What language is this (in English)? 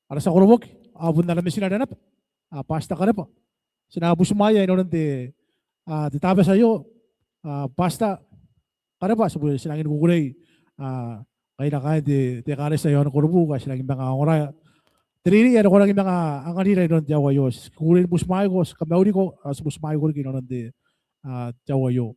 Gilbertese